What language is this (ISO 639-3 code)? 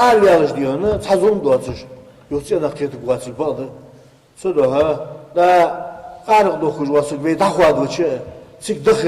inh